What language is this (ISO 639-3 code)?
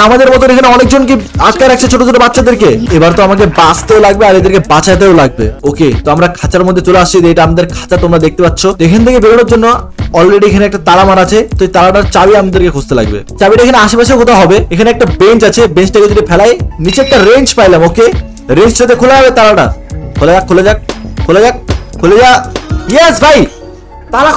ben